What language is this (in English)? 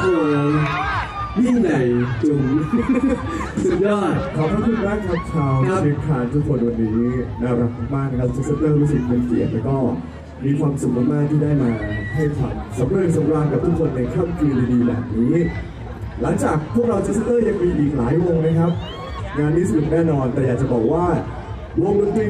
Thai